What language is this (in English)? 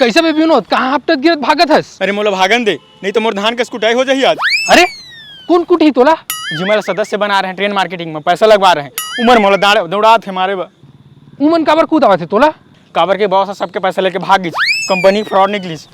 Chhattisgarhi